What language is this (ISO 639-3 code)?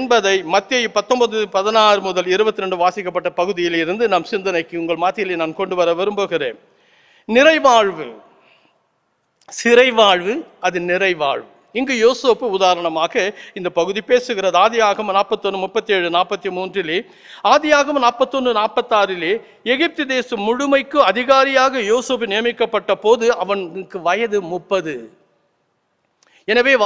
tam